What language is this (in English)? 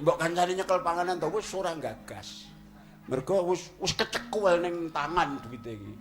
Javanese